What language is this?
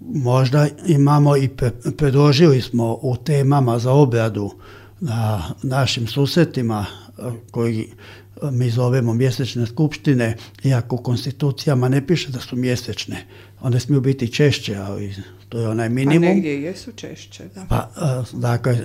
Croatian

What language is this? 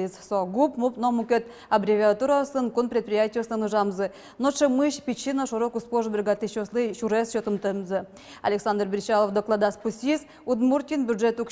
Udmurt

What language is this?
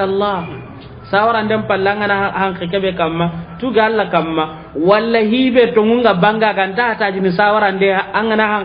Soninke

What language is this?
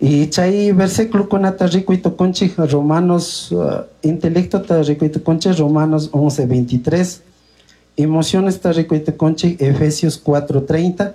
Chimborazo Highland Quichua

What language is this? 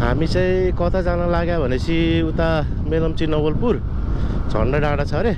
Nepali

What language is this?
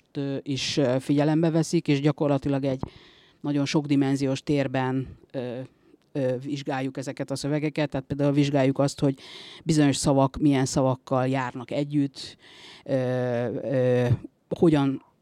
Hungarian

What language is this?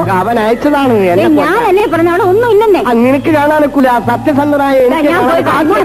Malayalam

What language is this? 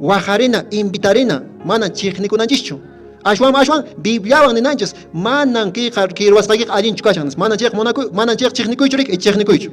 Quechua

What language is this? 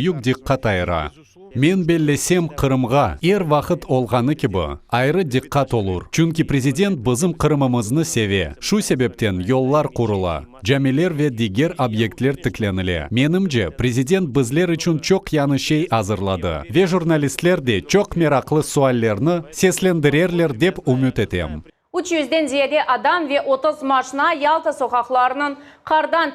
Crimean Tatar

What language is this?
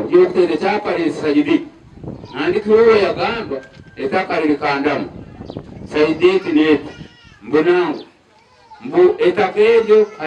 Nyankole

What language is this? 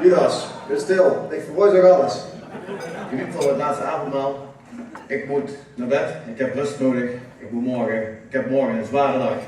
Limburgish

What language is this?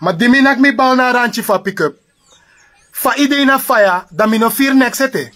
Sranan Tongo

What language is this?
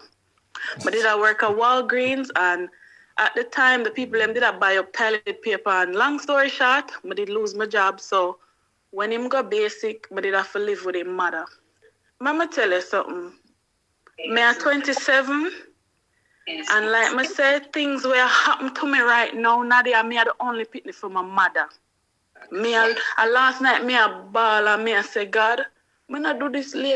Jamaican Creole English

